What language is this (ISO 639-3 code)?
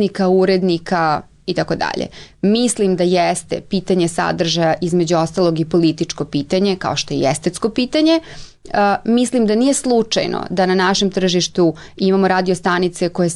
srp